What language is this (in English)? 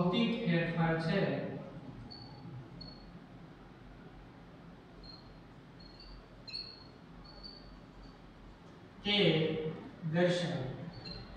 Gujarati